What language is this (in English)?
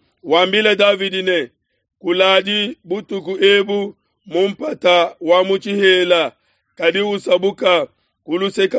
Luba-Lulua